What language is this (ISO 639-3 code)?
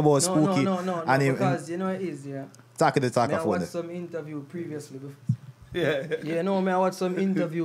jam